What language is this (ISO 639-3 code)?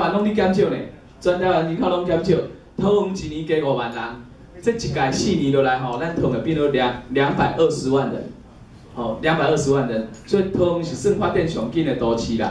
nan